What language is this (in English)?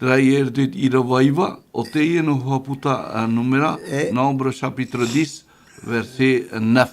Tahitian